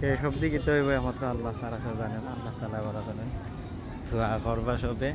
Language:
Sylheti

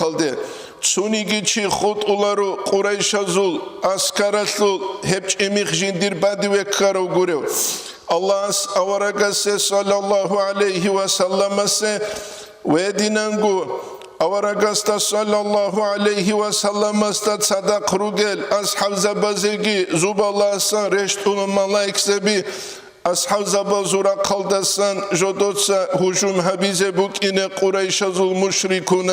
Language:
Avaric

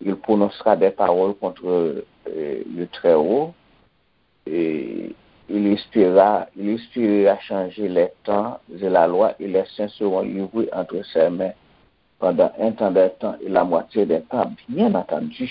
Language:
Haitian Creole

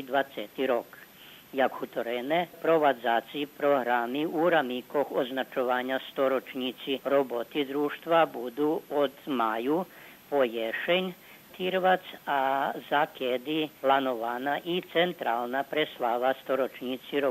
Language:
Rusyn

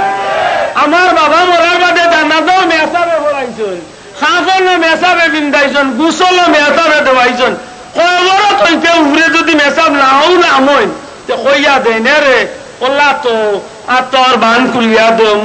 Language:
Sylheti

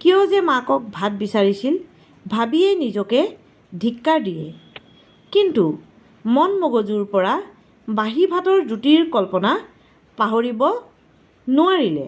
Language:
Assamese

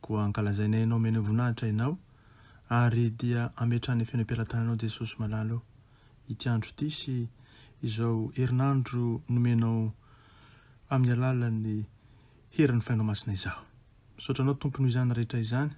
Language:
Malagasy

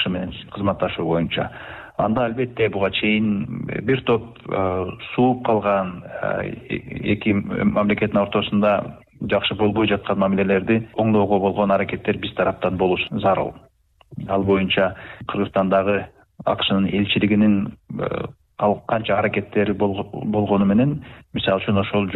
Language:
Kyrgyz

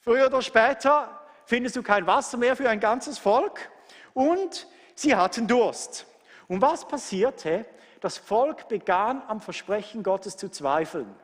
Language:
Swiss German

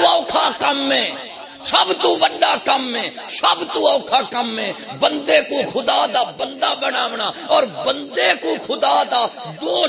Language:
Saraiki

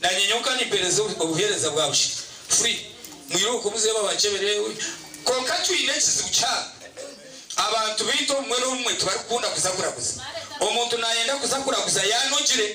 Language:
Nyankole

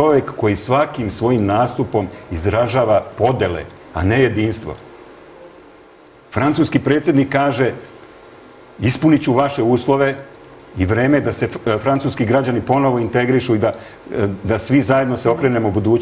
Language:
Serbian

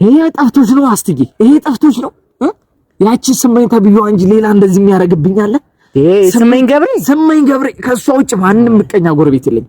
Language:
Amharic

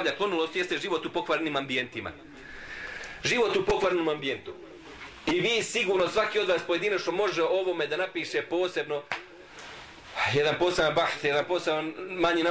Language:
Bosnian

